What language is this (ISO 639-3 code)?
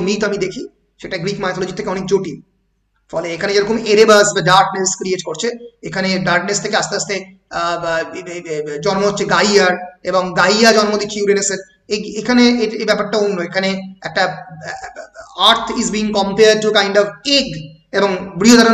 ben